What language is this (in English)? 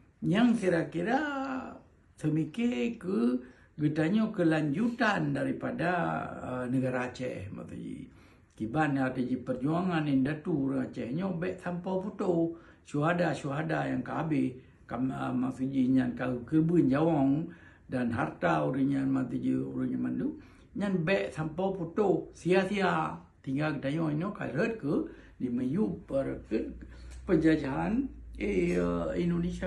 Achinese